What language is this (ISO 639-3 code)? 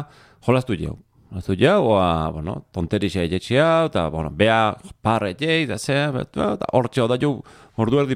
eus